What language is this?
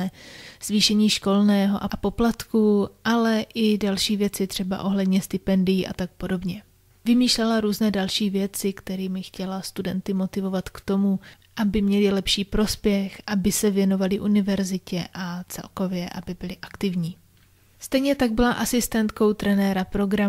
Czech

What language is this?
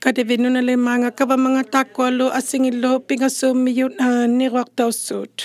Inuktitut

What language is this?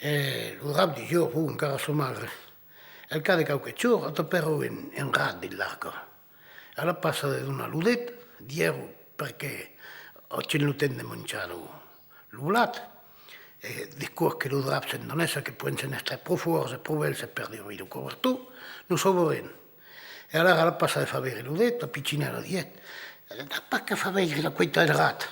Occitan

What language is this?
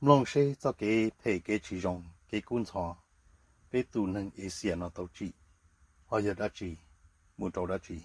Hmong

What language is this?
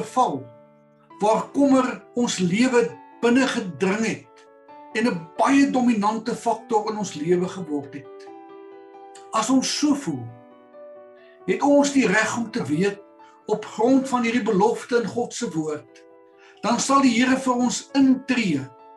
Afrikaans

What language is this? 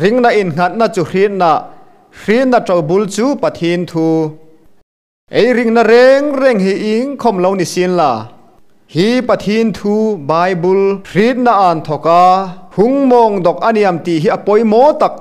Hmar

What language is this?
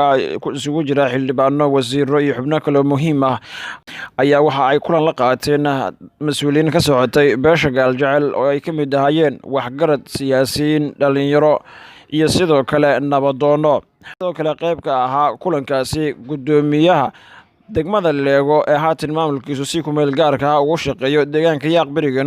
Somali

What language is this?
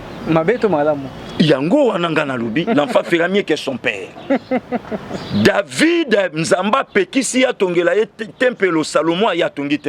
Lingala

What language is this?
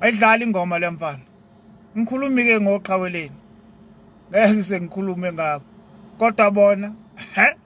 Zulu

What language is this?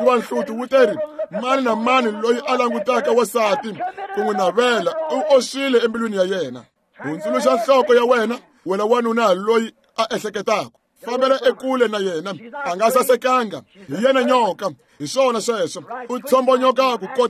Tsonga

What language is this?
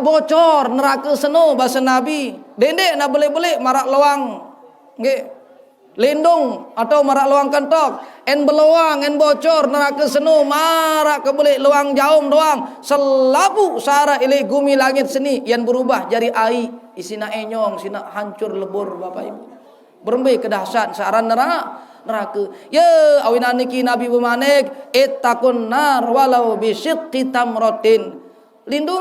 Sasak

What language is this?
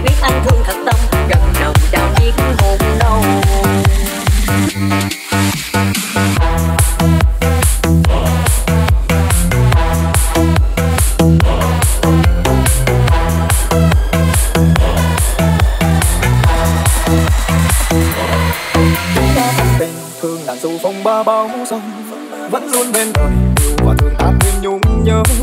Vietnamese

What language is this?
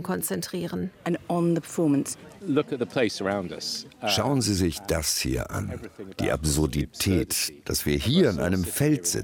German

